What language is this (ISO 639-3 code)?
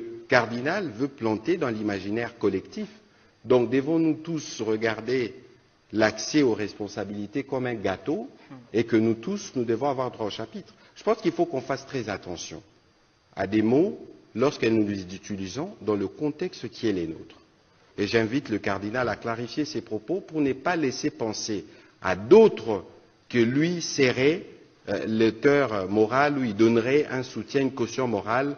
fra